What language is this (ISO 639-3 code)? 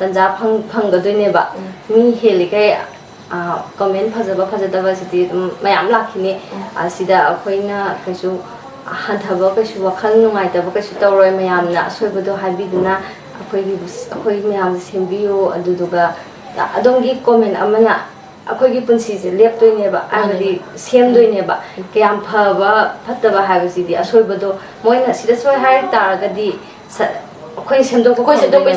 mni